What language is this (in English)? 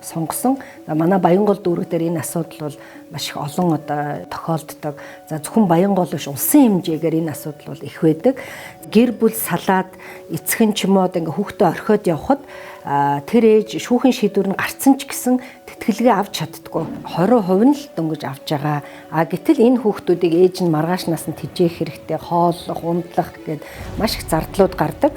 Mongolian